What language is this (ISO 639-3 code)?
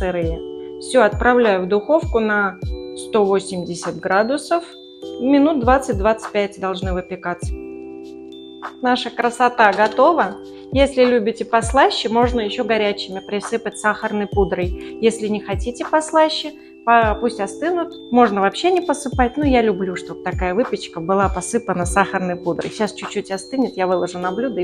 rus